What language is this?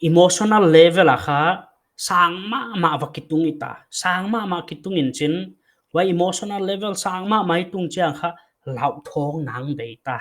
Paite Chin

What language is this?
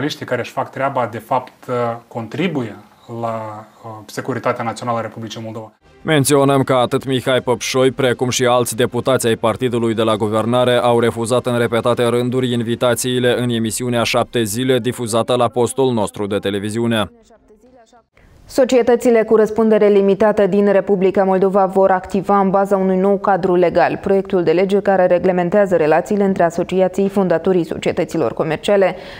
Romanian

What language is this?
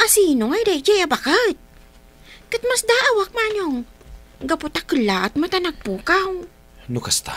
Iloko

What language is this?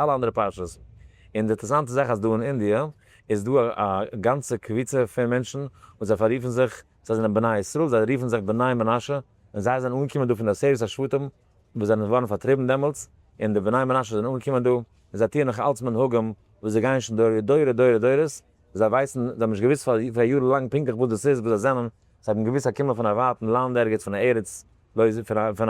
Yiddish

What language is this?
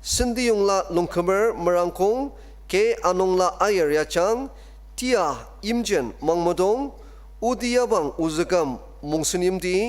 Ao Naga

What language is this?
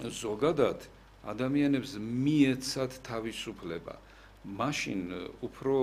Georgian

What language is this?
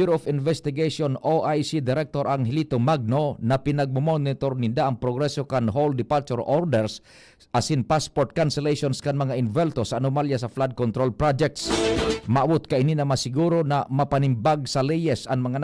Bikol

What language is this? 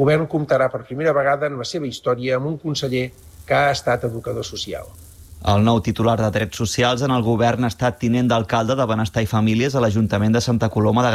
Catalan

